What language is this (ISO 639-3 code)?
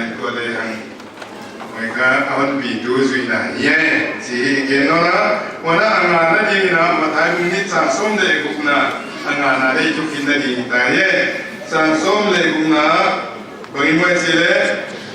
pck